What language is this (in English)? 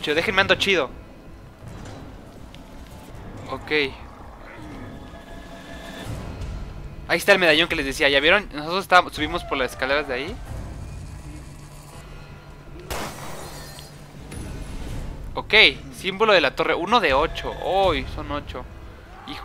Spanish